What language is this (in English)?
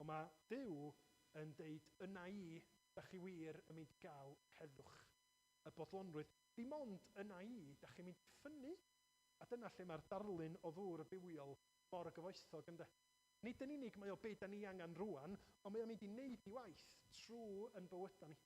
Welsh